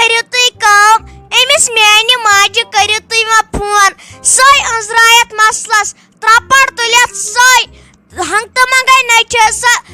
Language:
Kashmiri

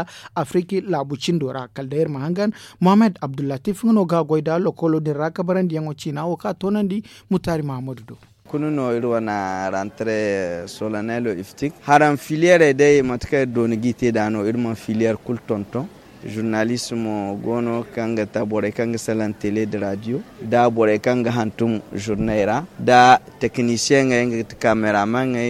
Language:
Zarma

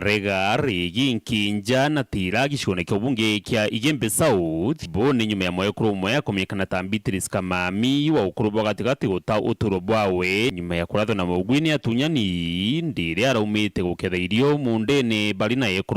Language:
Meru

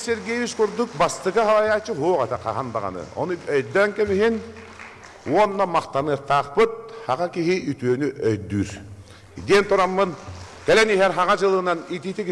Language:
Yakut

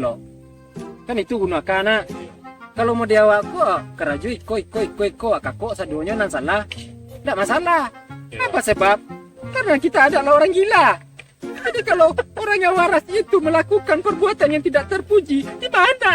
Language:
Minangkabau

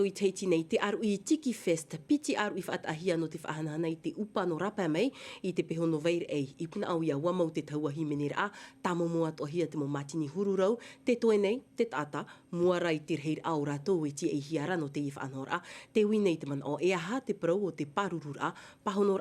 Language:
Tahitian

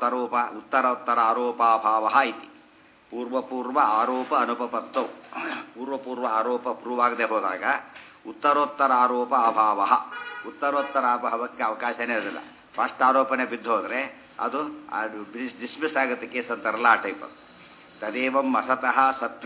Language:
Kannada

